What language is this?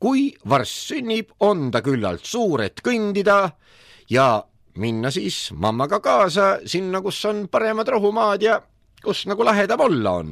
Estonian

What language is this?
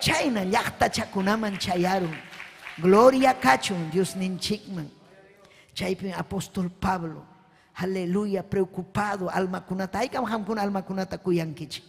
Ayacucho Quechua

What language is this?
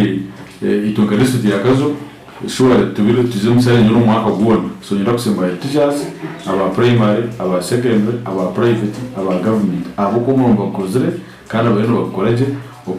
Nyankole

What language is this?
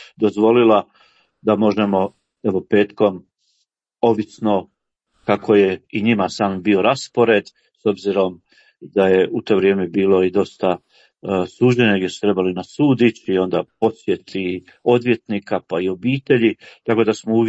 Croatian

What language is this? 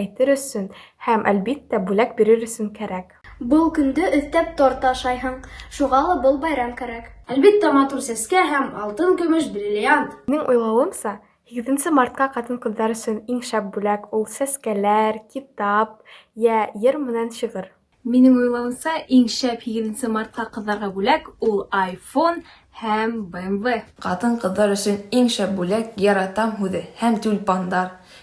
Bashkir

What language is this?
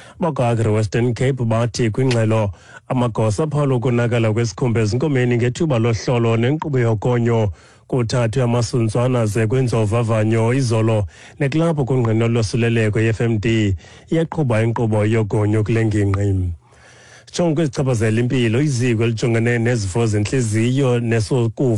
Xhosa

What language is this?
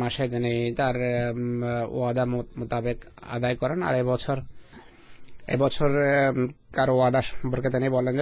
Bangla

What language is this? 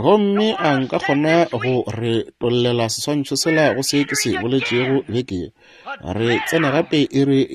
Northern Sotho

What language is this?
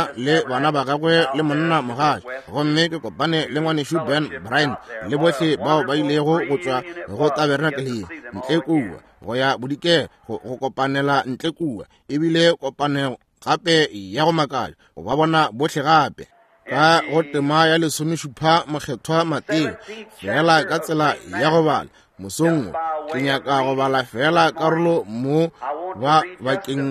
Northern Sotho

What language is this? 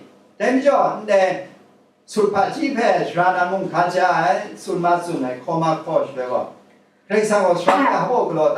Kachin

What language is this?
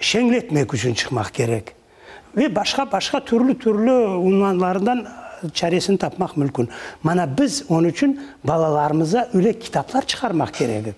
Crimean Tatar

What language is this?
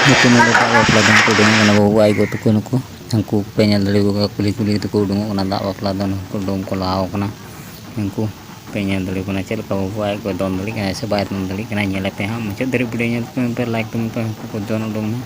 Santali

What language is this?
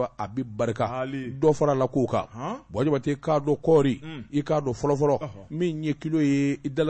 Bambara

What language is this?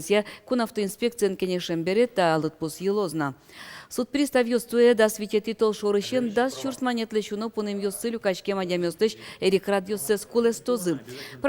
Udmurt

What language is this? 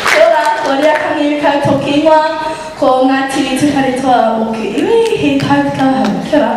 Māori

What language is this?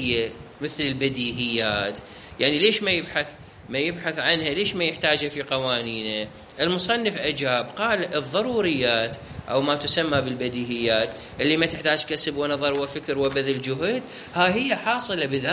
Mesopotamian Arabic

